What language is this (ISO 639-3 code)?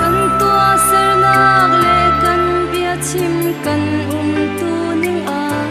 cfm